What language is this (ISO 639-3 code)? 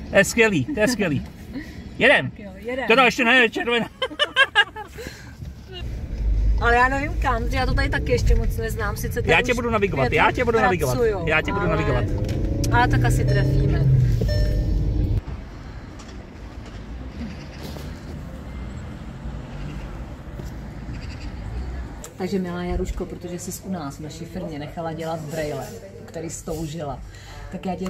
ces